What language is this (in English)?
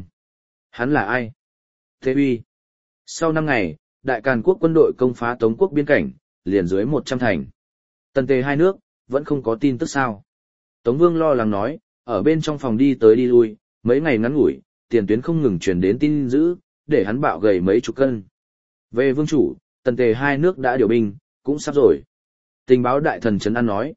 Vietnamese